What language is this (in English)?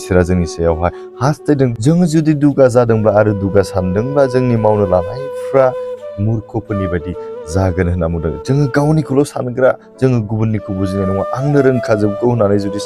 Bodo